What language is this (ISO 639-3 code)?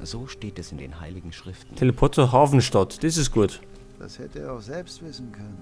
bar